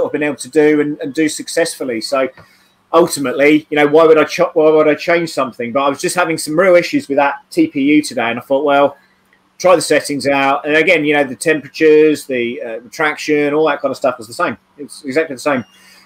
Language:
English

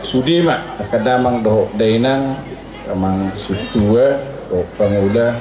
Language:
Batak Toba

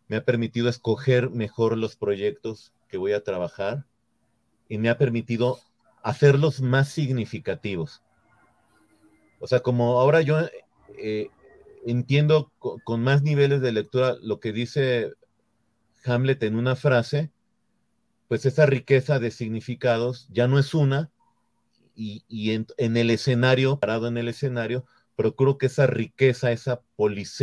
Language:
Spanish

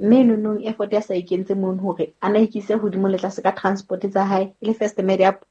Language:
Southern Sotho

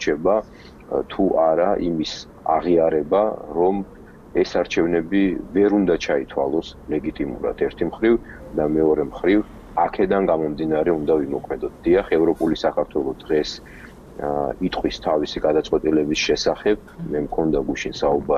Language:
Georgian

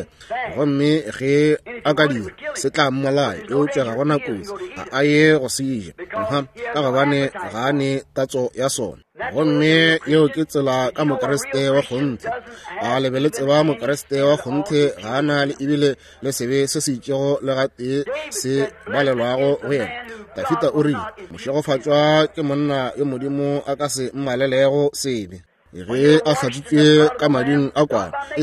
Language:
Northern Sotho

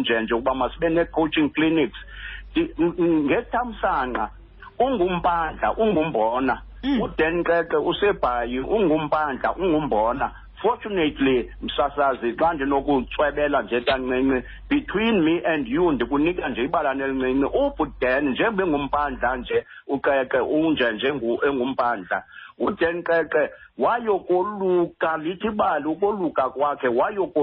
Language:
Xhosa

